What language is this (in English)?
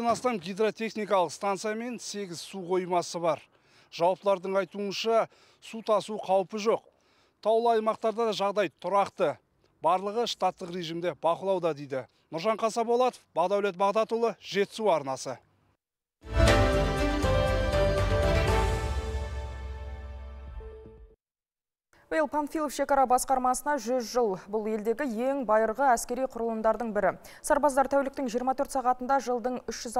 Kazakh